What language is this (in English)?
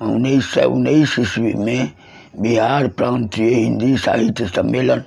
Maithili